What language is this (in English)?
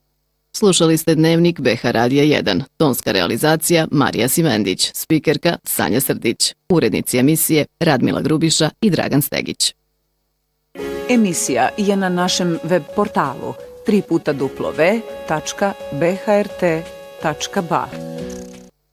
Bosnian